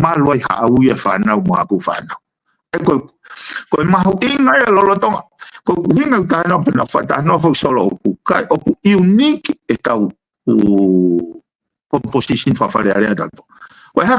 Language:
Tongan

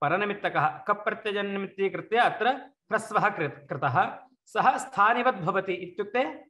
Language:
Sanskrit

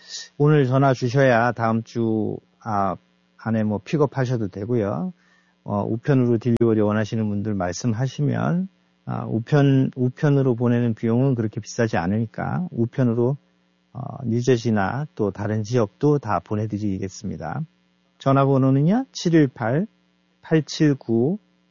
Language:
Korean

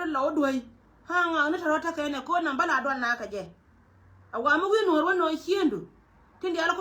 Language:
Nuer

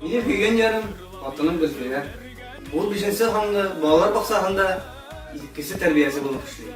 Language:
Bashkir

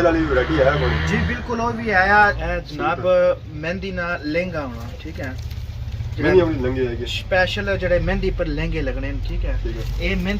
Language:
Pahari-Potwari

